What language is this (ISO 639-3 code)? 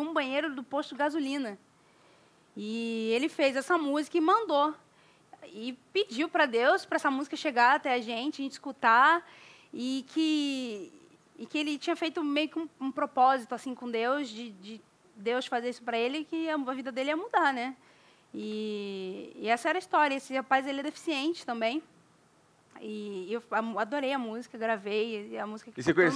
por